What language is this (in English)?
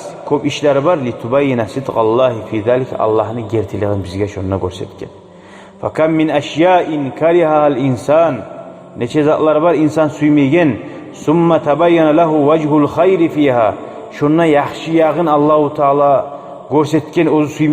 Kumyk